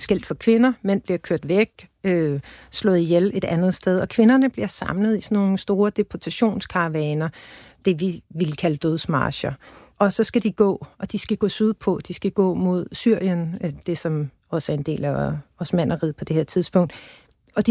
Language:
Danish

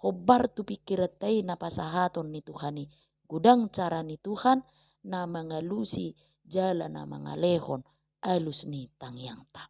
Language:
Batak Toba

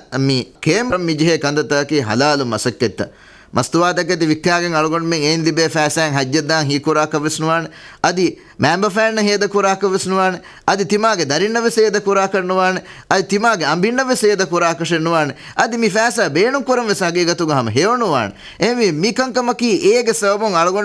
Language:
Divehi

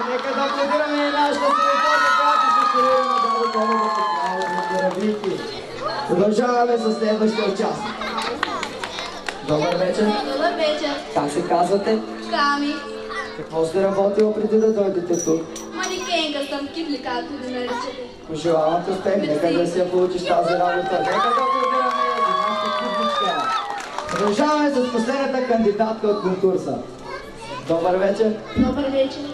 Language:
Bulgarian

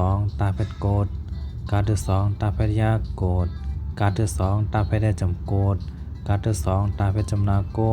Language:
Shan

